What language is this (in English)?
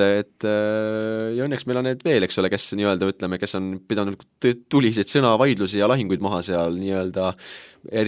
Estonian